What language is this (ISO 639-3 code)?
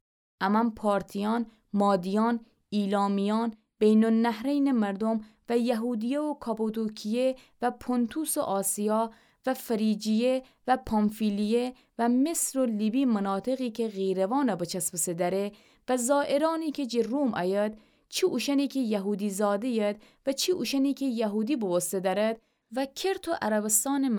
glk